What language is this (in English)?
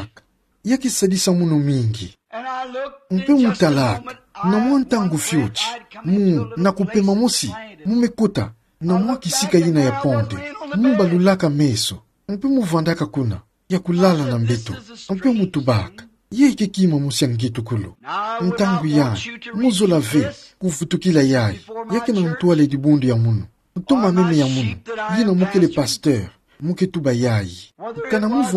Kituba (Democratic Republic of Congo)